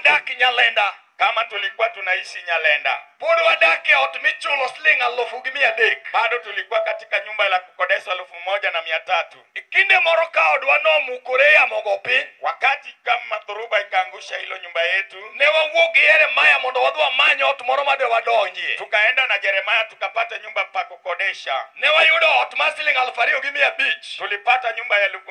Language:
Luo (Kenya and Tanzania)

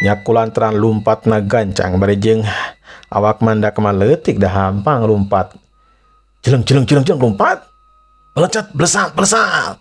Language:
Sundanese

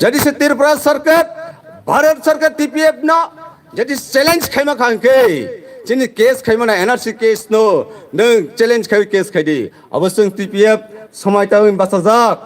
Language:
Kok Borok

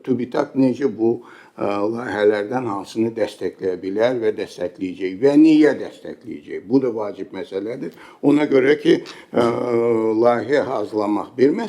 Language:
Azerbaijani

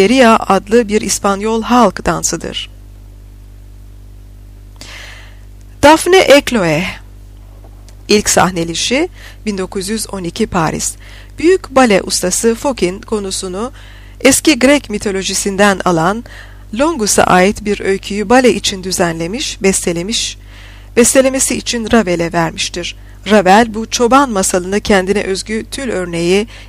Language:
Turkish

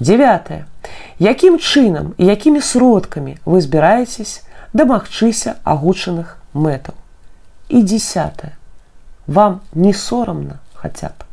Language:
Belarusian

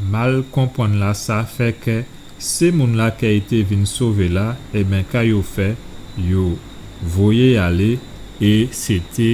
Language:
Guadeloupean Creole French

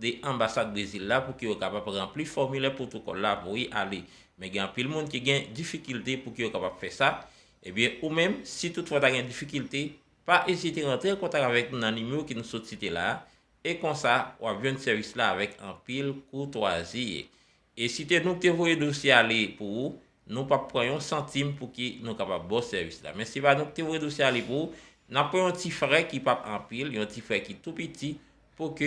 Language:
Haitian Creole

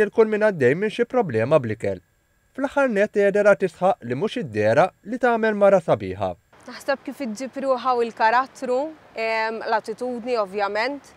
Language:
Maltese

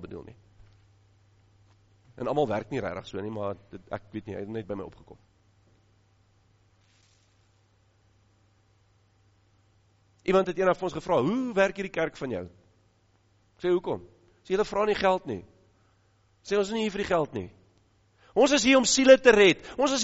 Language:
Afrikaans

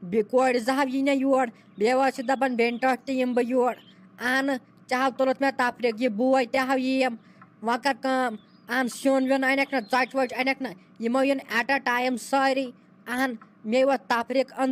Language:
Kashmiri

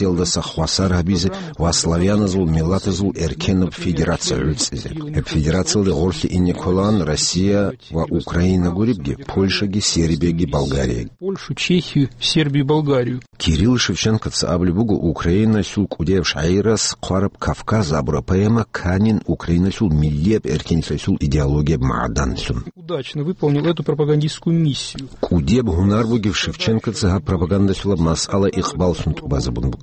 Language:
Avaric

